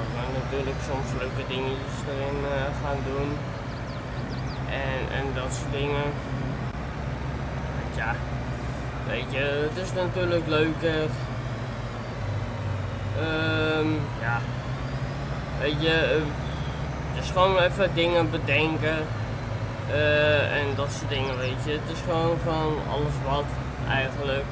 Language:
Dutch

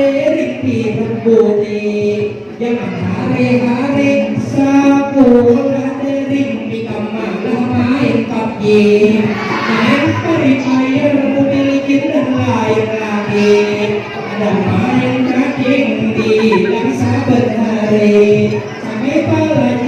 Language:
Banjar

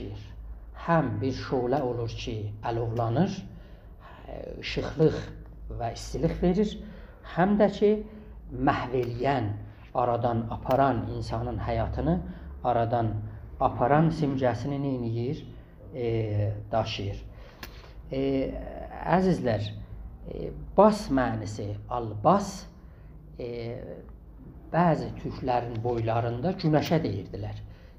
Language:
South Azerbaijani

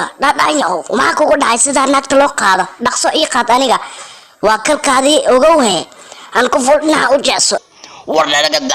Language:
Somali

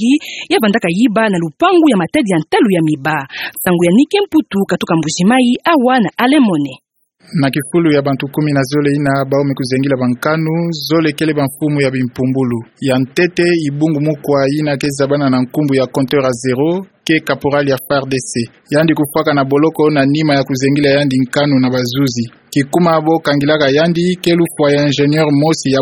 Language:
Kituba (Democratic Republic of Congo)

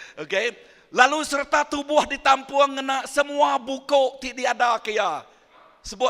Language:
Iban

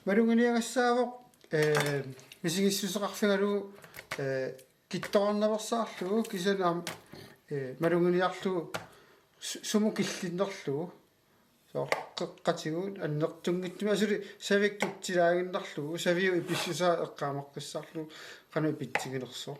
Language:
Kalaallisut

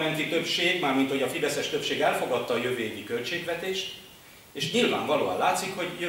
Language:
Hungarian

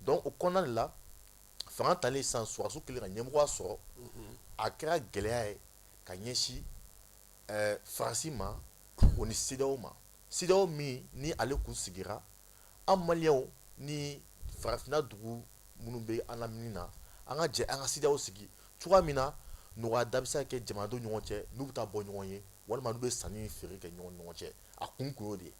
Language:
Bambara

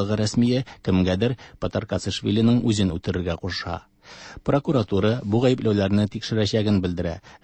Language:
Tatar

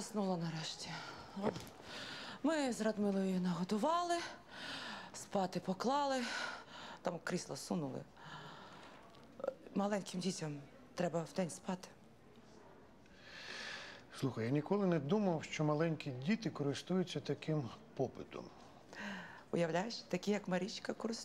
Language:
Ukrainian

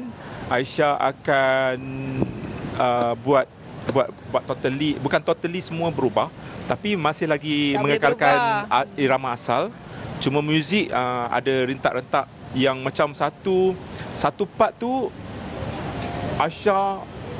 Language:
Malay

